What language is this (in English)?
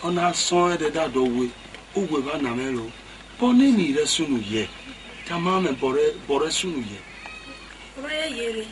Esan